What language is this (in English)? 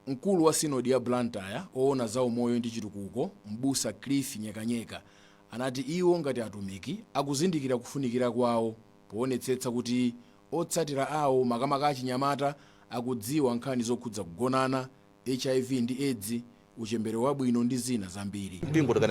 Nyanja